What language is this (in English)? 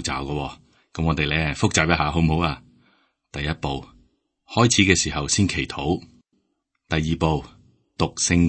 Cantonese